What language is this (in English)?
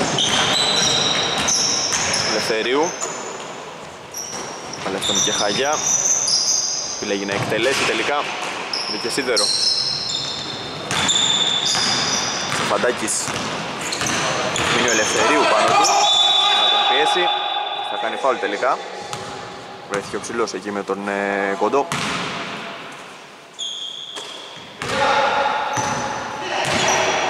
Greek